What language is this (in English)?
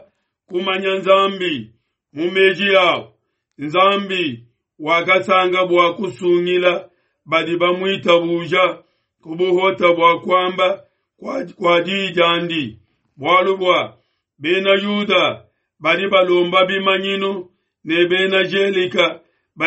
Luba-Lulua